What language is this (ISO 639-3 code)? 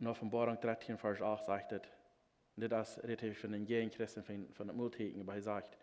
pdt